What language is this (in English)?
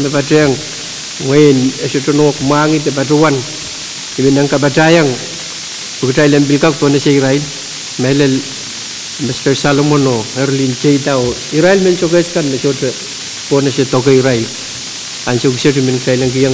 Pohnpeian